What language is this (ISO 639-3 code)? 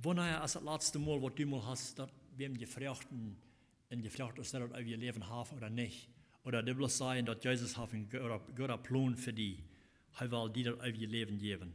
pdt